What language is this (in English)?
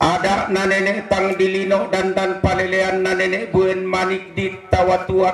Toraja-Sa'dan